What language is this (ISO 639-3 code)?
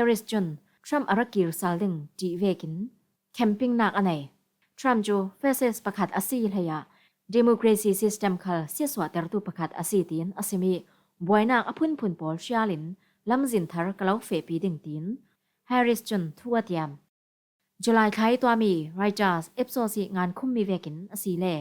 cfm